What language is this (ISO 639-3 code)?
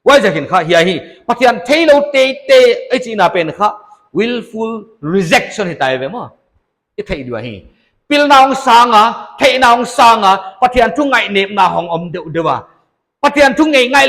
pck